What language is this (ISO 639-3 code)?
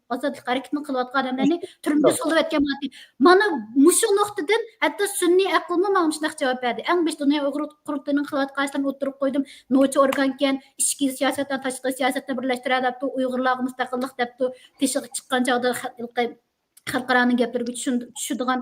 uig